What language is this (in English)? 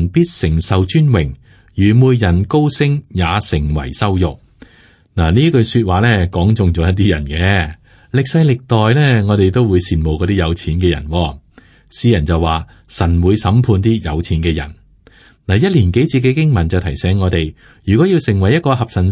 Cantonese